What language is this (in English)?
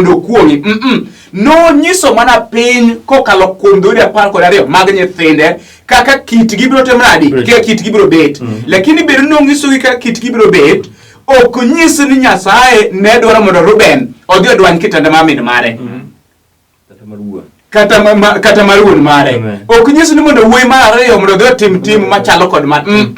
Luo (Kenya and Tanzania)